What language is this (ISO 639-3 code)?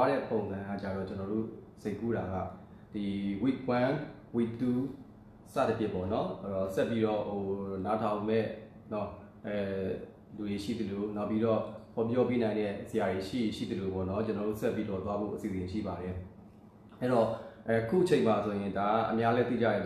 mya